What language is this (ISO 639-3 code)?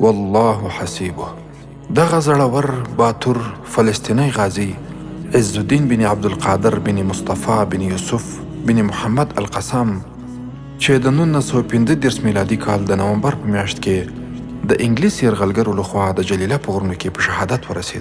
pus